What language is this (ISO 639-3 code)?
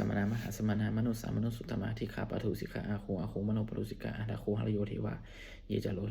pli